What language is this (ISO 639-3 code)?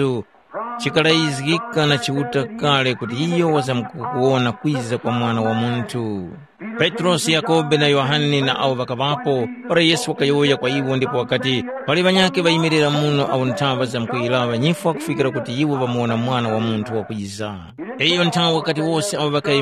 tum